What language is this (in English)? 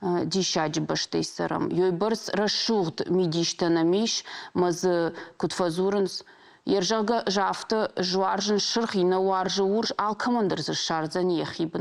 Ossetic